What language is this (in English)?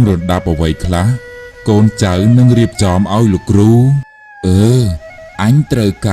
Khmer